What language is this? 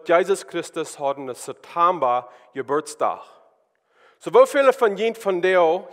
Plautdietsch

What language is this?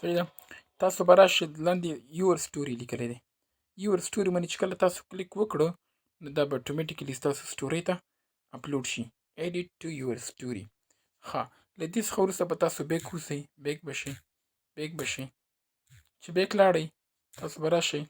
Pashto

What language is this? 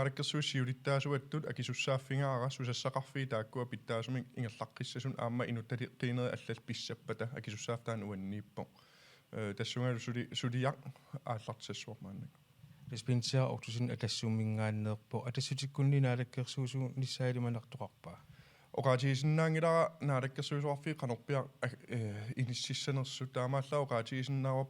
Kalaallisut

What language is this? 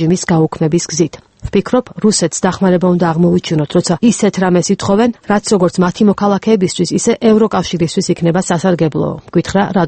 Georgian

